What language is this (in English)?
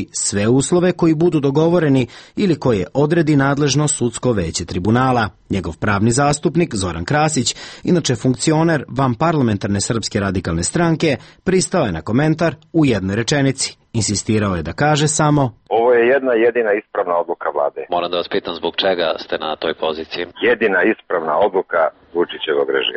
Serbian